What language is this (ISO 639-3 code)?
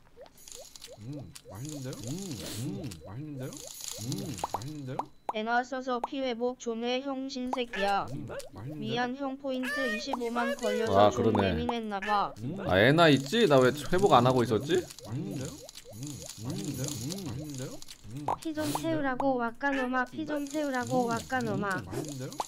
kor